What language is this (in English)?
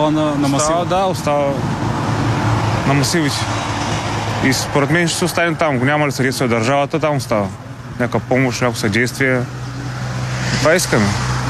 Bulgarian